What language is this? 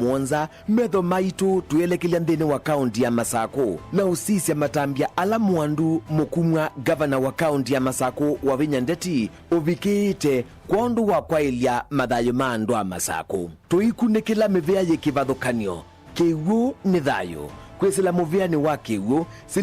Kamba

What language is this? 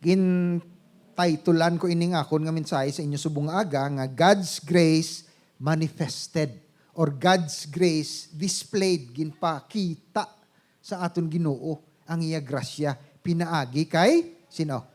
Hiligaynon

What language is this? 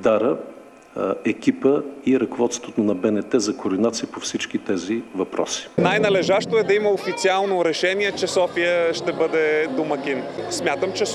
Bulgarian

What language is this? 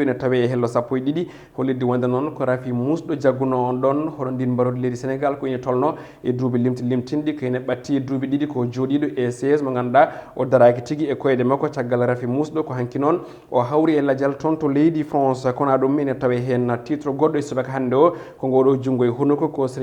Fula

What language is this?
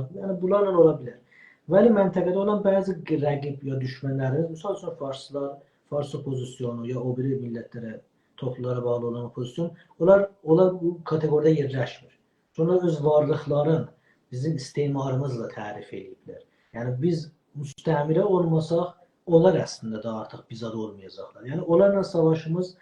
South Azerbaijani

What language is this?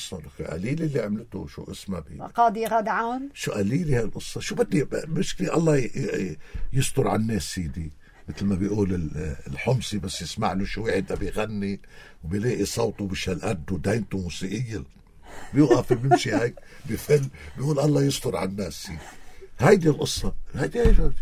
North Levantine Arabic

